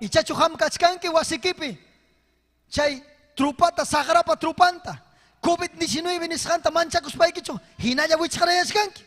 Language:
Ayacucho Quechua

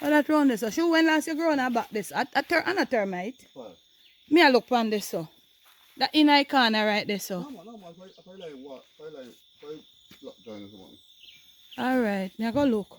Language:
Jamaican Creole English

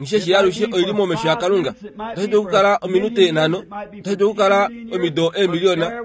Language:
Kuanyama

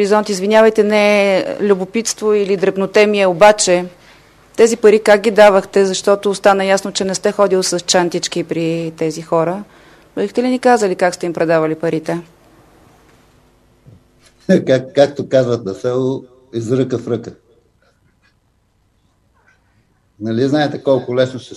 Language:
Bulgarian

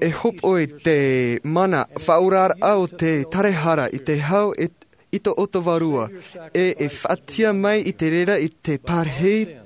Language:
Tahitian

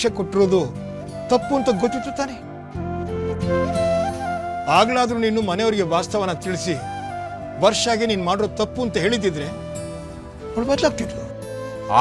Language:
Kannada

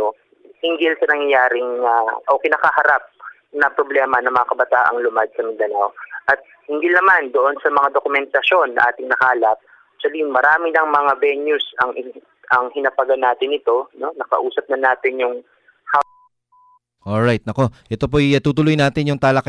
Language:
Filipino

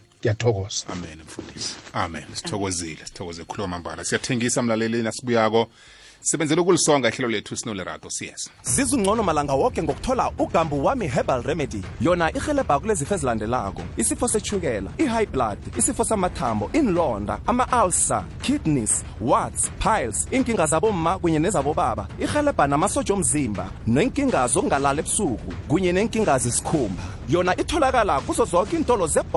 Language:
South Ndebele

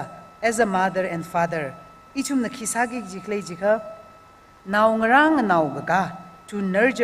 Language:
Tangkhul Naga (India)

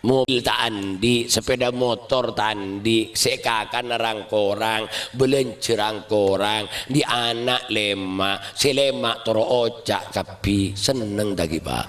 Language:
Madurese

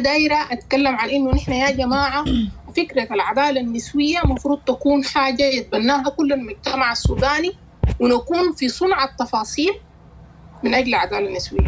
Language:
Sudanese Arabic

